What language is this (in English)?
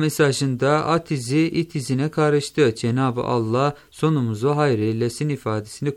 Turkish